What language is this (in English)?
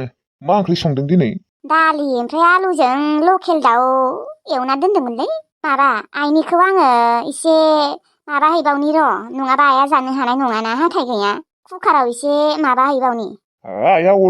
Bodo